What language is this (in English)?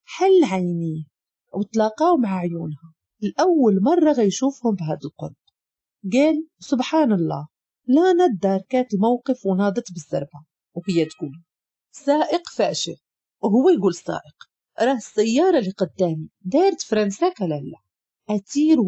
Moroccan Arabic